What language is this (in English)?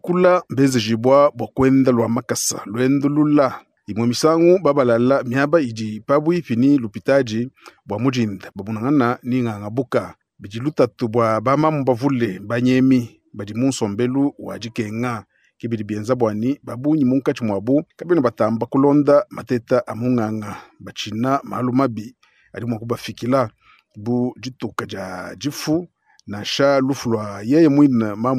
Luba-Lulua